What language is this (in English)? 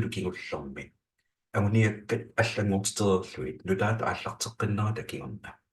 Kalaallisut